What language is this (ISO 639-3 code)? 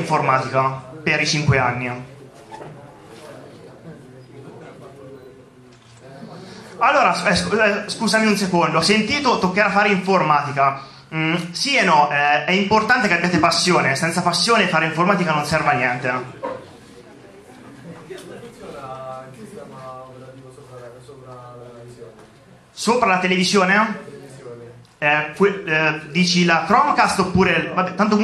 ita